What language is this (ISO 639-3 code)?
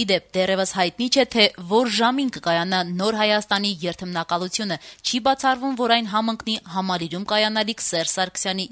hye